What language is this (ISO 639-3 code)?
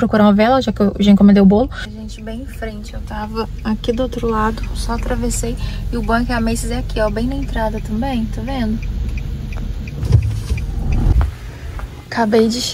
por